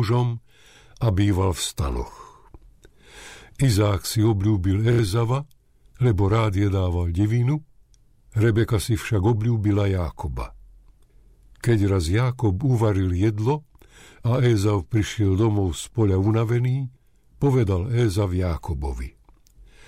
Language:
Slovak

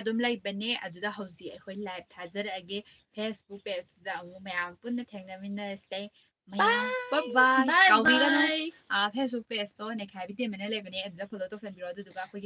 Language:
Manipuri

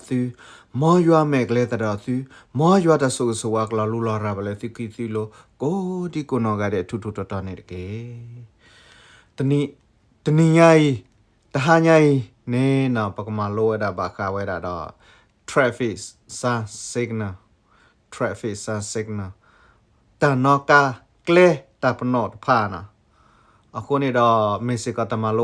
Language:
S'gaw Karen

